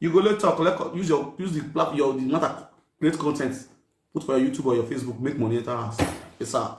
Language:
Nigerian Pidgin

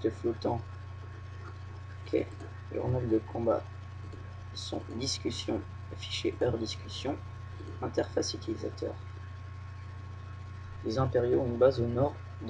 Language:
French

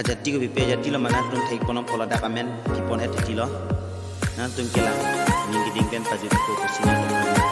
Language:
Karbi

